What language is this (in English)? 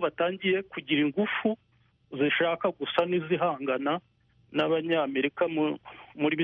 Kinyarwanda